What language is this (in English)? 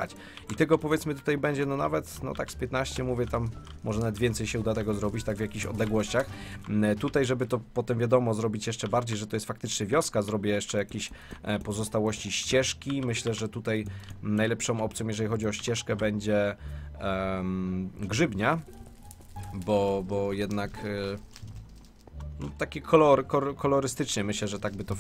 Polish